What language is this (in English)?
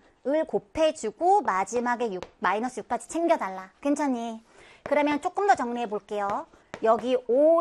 Korean